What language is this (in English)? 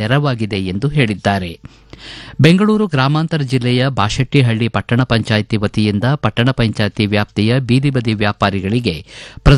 Kannada